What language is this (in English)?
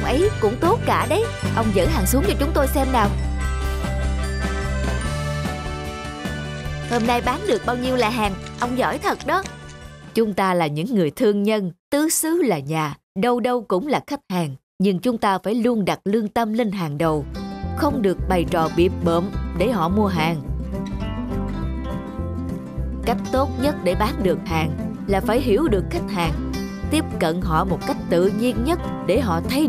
Vietnamese